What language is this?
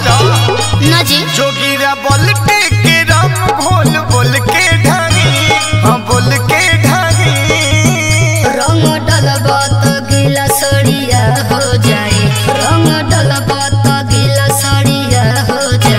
Bhojpuri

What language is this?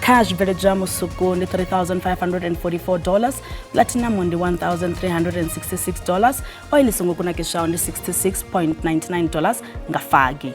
Venda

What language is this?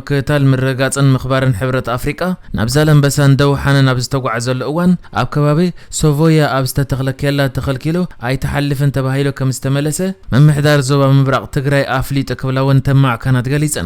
Tigrinya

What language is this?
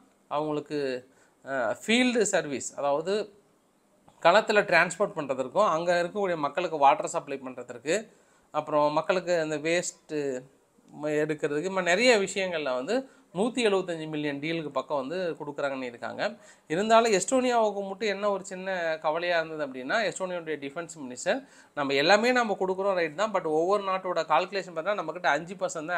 Tamil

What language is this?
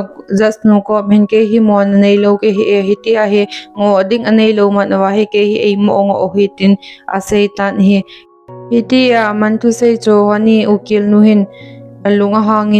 Thado Chin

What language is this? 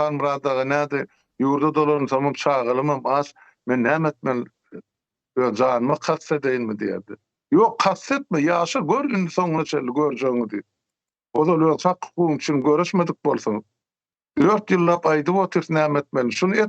Turkmen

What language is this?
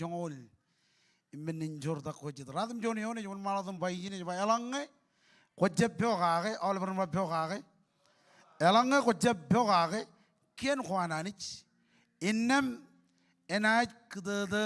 Marshallese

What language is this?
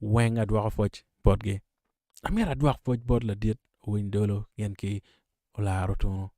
Acoli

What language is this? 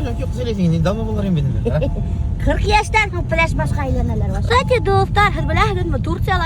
Bashkir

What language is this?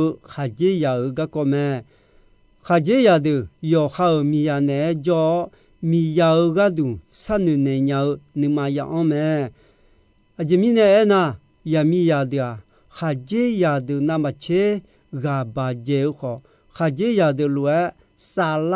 Akha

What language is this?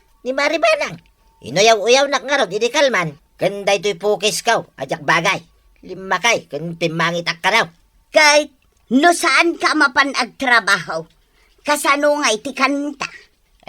Iloko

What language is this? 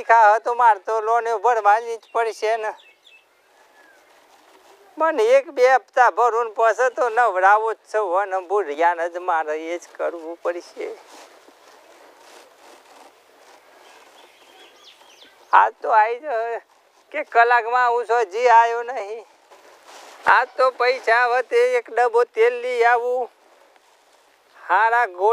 Gujarati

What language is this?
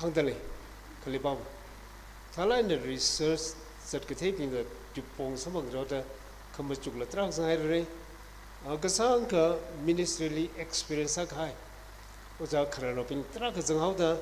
Tangkhul Naga (India)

